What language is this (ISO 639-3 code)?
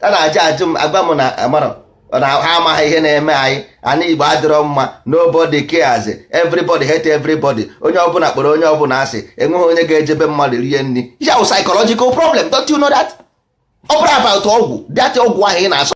ibo